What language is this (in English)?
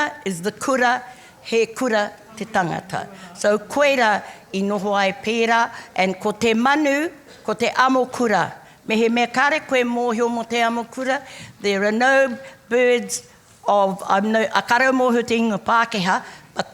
Māori